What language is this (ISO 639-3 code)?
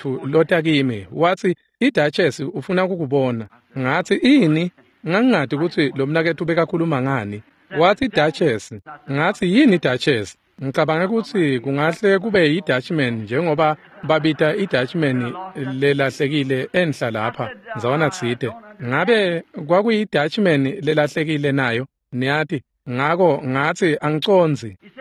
ssw